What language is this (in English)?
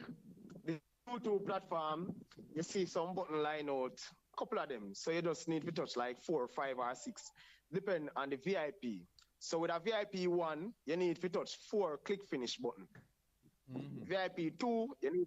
Jamaican Creole English